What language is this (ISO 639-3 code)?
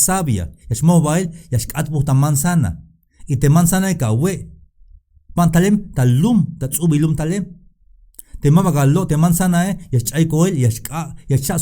tzh